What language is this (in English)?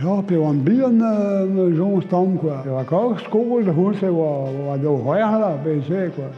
Breton